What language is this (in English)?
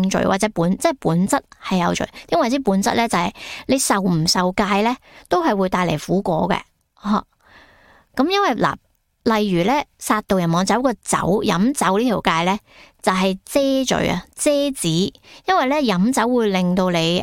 Cantonese